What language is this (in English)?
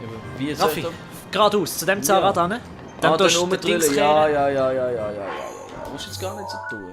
Swiss German